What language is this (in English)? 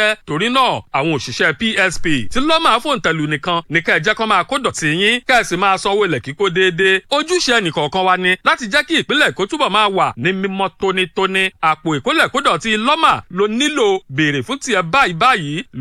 Yoruba